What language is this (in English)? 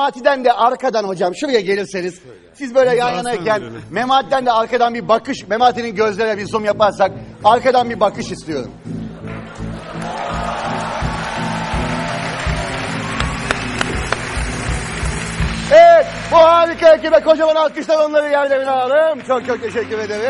Turkish